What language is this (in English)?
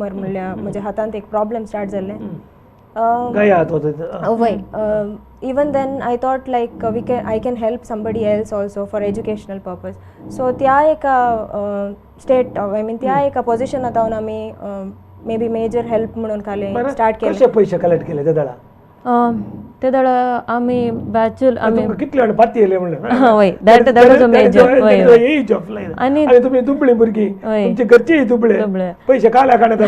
Konkani